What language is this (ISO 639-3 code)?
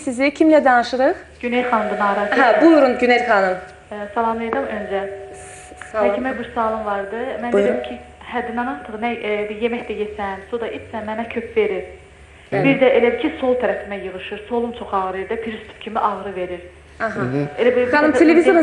aze